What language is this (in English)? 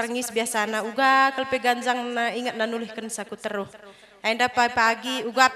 Batak Karo